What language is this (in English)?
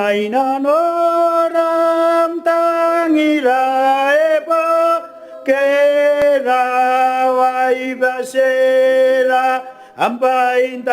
Gilbertese